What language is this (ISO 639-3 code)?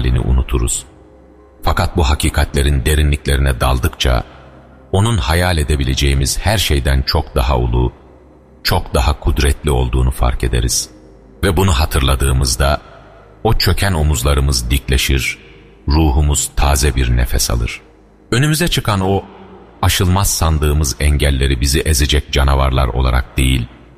tur